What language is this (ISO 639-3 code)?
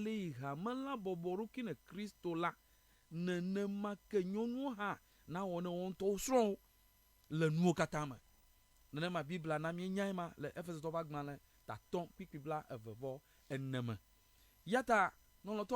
ewe